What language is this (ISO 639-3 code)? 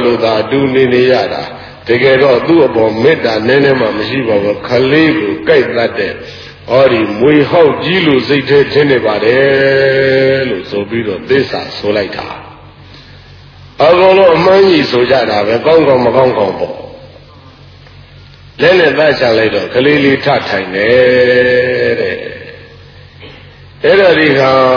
mya